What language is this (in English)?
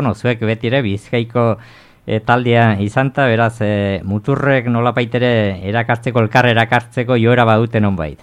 Basque